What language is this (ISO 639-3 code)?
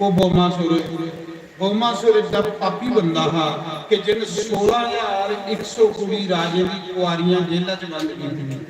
doi